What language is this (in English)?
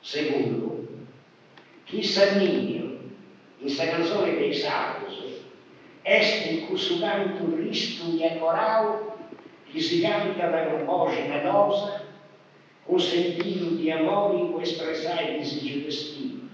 Sardinian